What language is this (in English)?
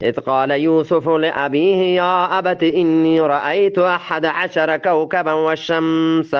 Eastern Balochi